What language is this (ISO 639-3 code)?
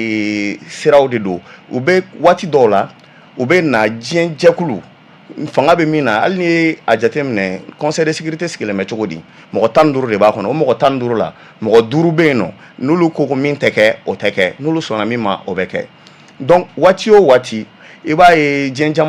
bam